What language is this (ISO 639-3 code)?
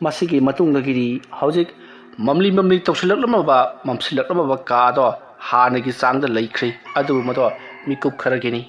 mni